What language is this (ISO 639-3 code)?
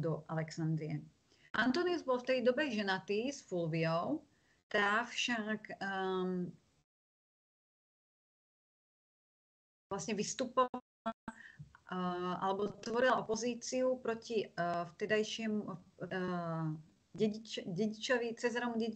slk